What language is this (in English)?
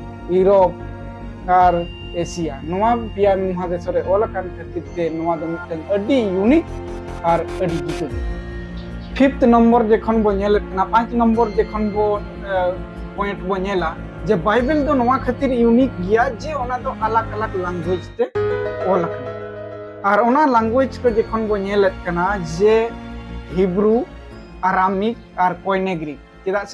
Santali